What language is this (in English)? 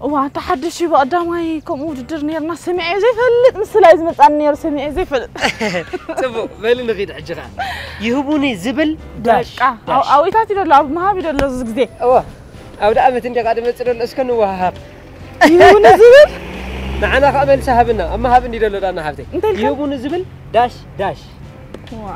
Tigrinya